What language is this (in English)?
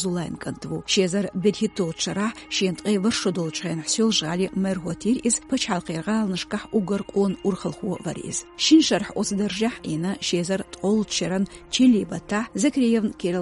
Chechen